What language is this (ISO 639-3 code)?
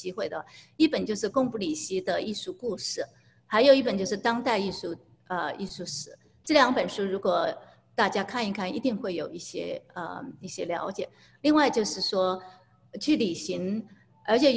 zho